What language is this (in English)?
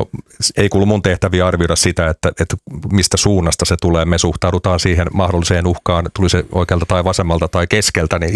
Finnish